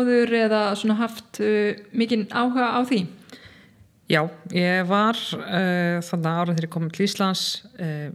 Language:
Icelandic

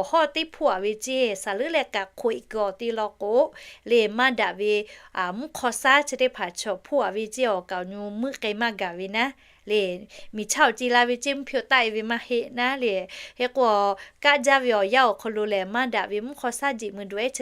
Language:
Lahu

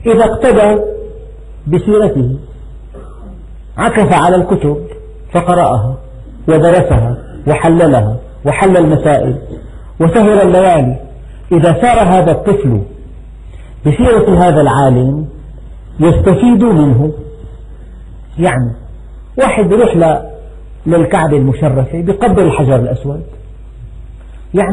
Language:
Arabic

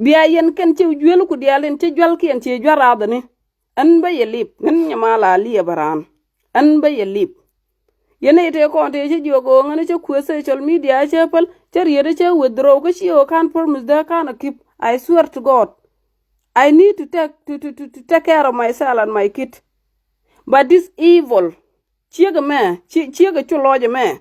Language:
Nuer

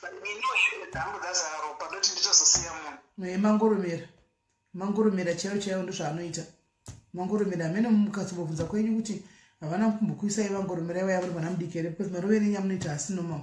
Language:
Shona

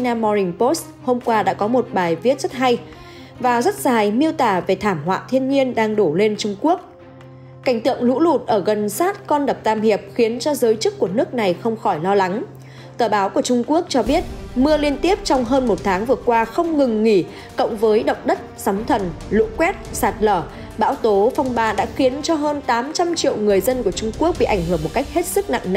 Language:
Vietnamese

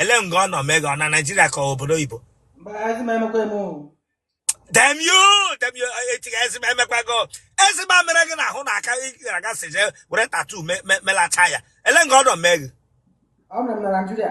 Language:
Igbo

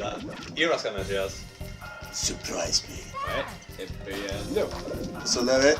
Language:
Faroese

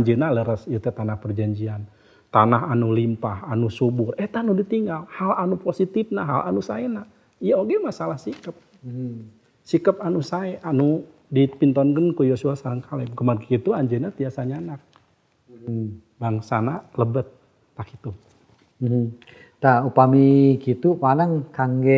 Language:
Sundanese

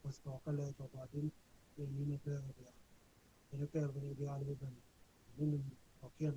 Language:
Nuer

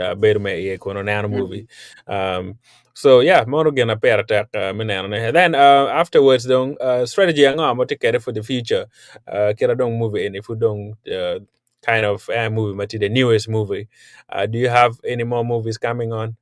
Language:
Acoli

